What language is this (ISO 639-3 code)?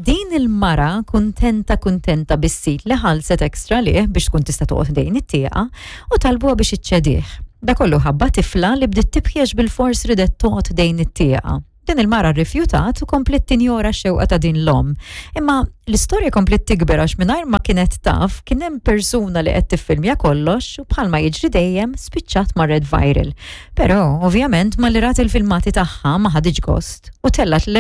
mlt